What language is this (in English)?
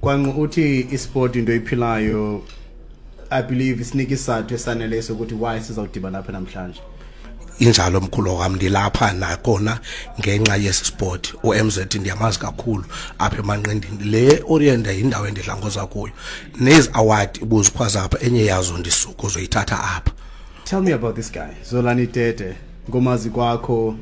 Xhosa